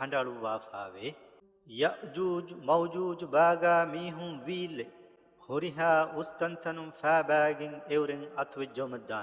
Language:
Divehi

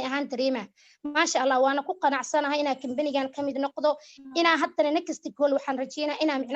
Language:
Somali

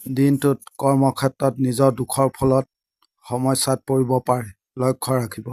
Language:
Assamese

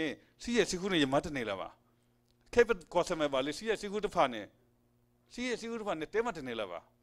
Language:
S'gaw Karen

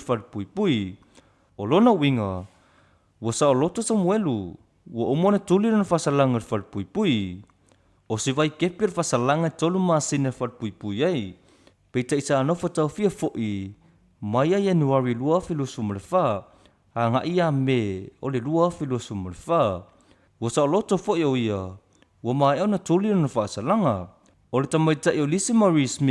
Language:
Samoan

